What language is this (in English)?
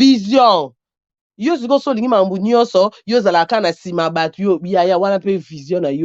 Lingala